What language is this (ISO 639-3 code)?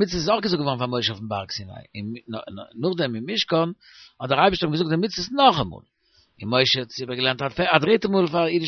yid